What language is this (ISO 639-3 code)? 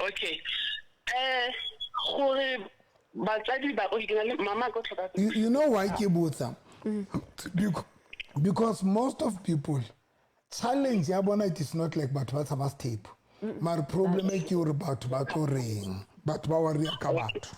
sot